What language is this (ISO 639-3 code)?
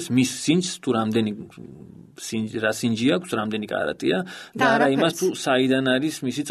kat